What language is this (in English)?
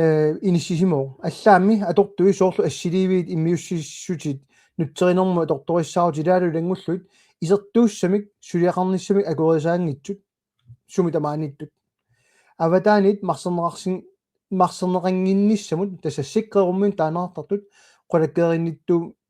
Kalaallisut